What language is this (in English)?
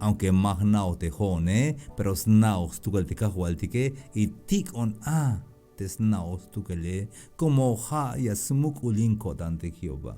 Tzeltal